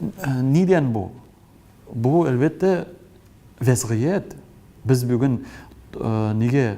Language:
Tatar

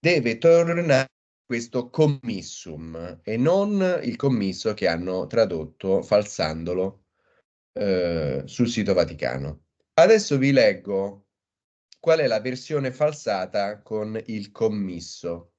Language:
Italian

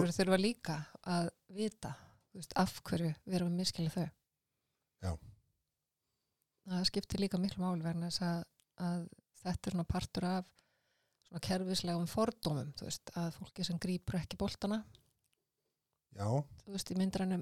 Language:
Icelandic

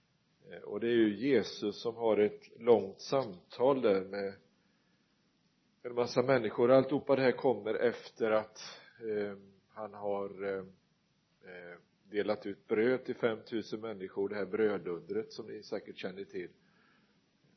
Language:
Swedish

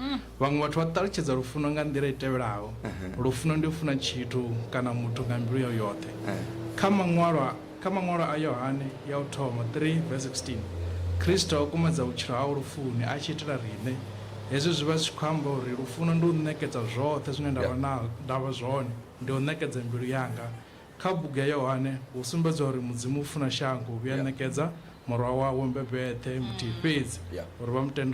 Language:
Venda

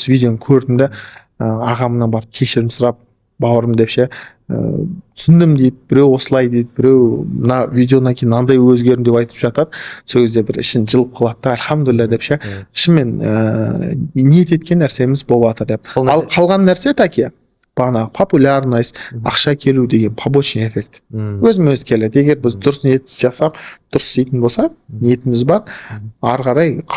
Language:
Kazakh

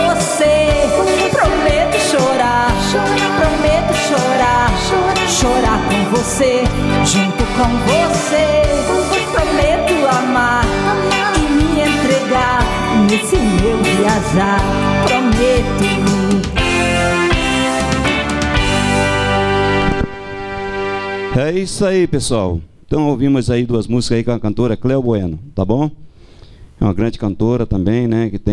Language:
Portuguese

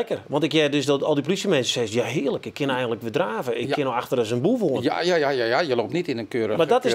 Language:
Western Frisian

